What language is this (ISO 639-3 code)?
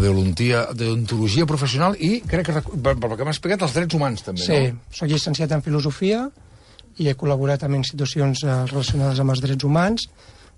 cat